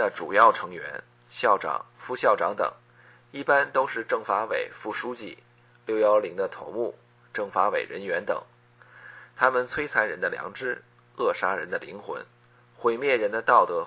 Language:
Chinese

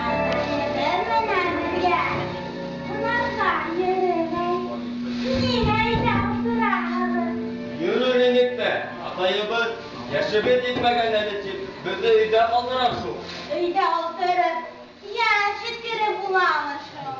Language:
Bashkir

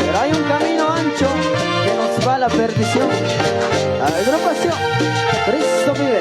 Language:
Kekchí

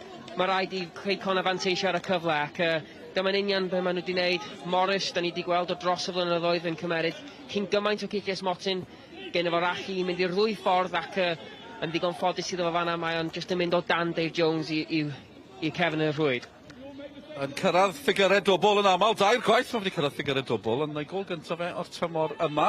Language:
Welsh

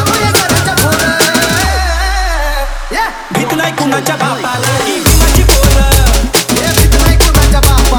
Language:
Marathi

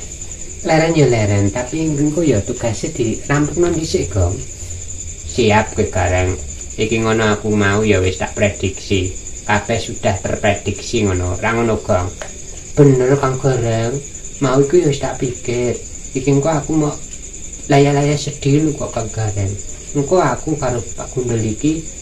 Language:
Javanese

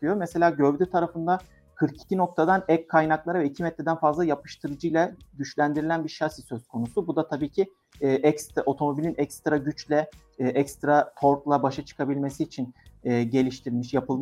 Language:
Turkish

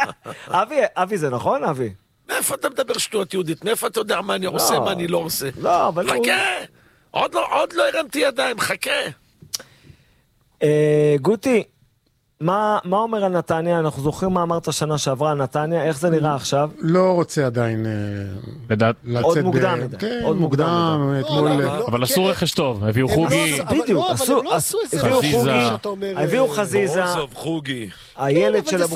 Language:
Hebrew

